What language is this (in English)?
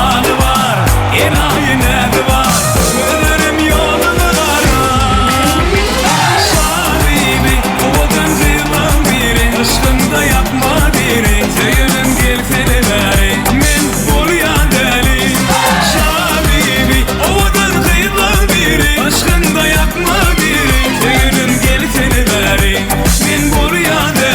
Turkmen